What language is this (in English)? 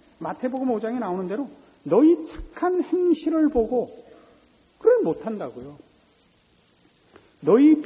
Korean